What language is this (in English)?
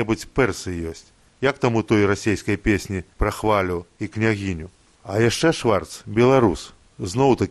Belarusian